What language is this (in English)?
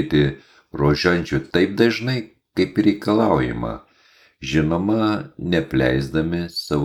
Lithuanian